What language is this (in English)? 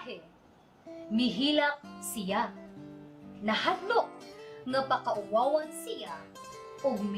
Cebuano